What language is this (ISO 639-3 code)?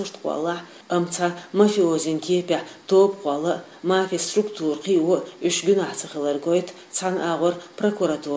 che